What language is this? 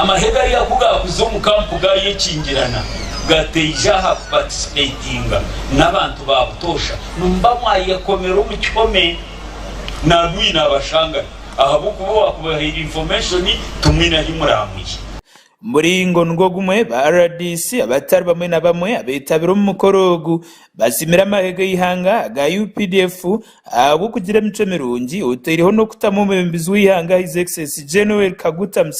Nyankole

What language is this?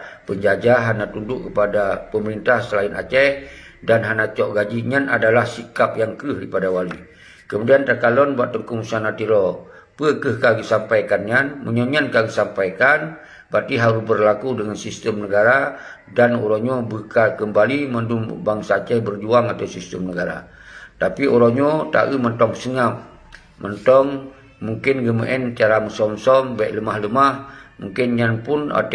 Achinese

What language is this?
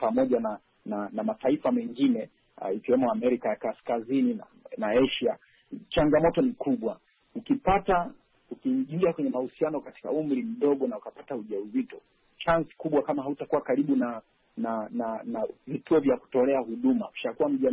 Swahili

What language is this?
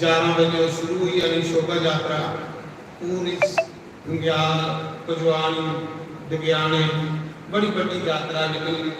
Dogri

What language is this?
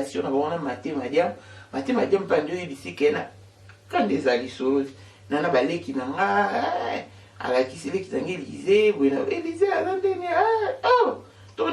Lingala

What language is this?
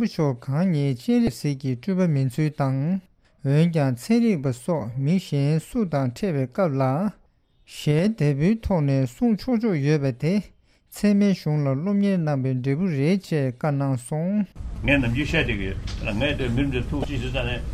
Tibetan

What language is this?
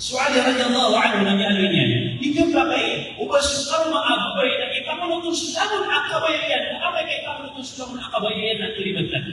Maranao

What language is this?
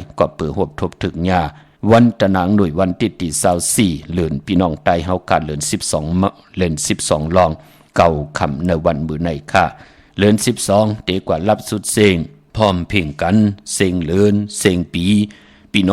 Shan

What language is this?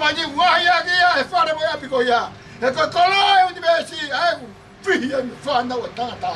Tongan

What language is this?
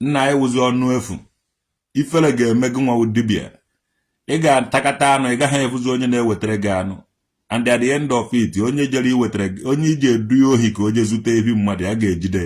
Igbo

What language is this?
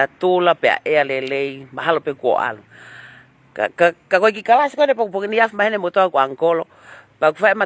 Tongan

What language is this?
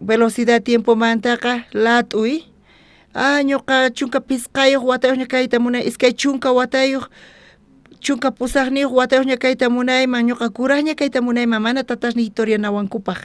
South Bolivian Quechua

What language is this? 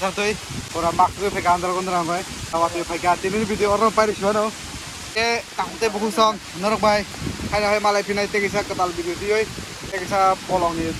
Kok Borok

